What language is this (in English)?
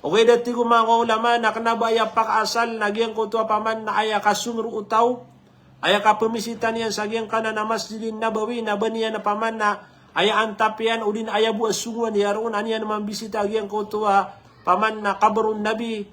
Maranao